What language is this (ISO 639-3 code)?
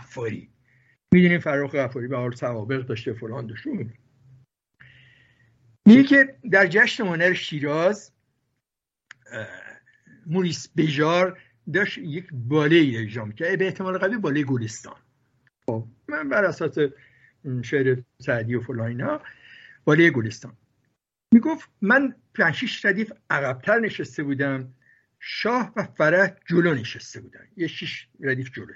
fas